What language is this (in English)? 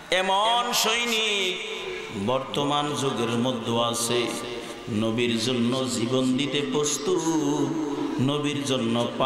Bangla